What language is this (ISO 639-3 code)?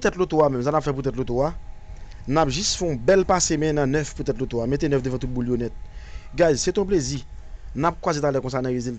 hat